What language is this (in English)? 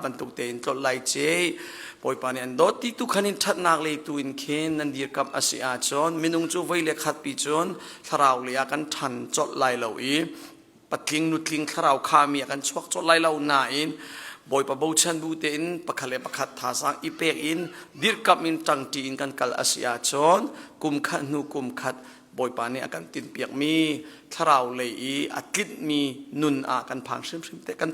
Hakha Chin